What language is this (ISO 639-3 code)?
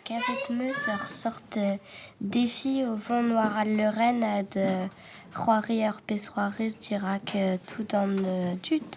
bre